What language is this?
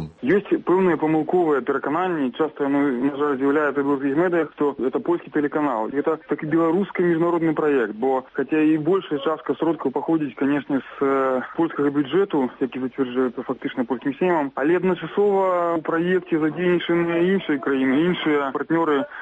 Belarusian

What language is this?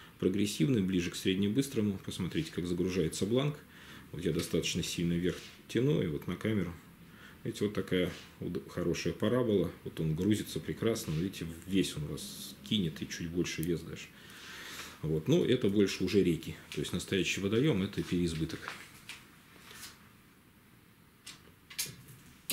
Russian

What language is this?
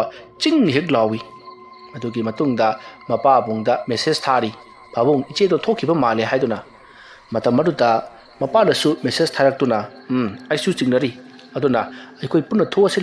Manipuri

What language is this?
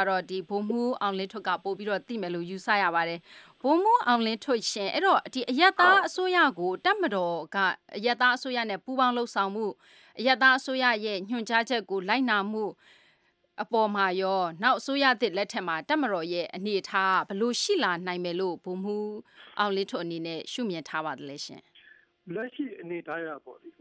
Burmese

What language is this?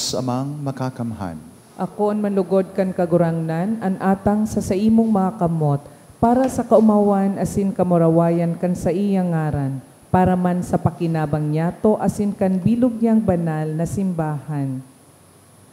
Bikol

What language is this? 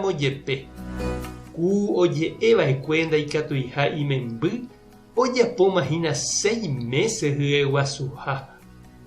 Guarani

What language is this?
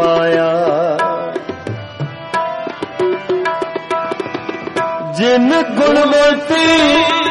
Punjabi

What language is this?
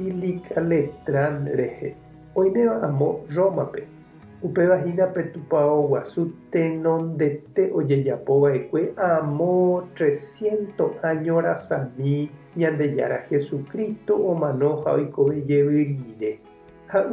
Guarani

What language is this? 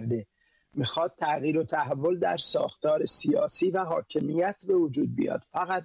Persian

